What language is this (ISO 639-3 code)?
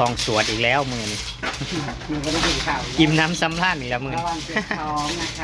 tts